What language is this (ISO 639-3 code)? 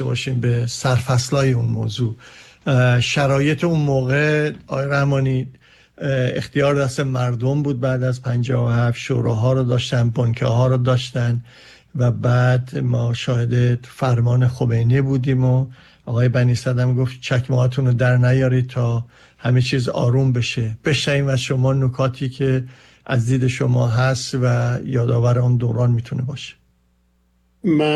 fas